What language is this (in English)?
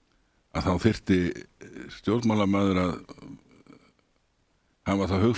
Icelandic